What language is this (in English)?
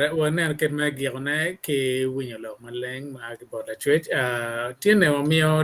Acoli